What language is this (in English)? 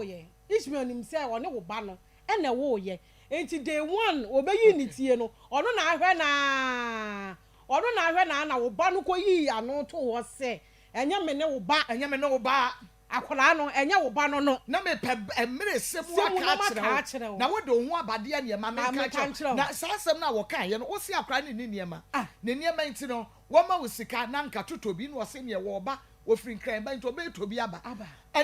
Akan